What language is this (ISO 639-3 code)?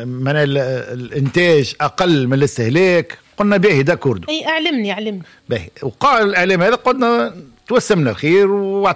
aeb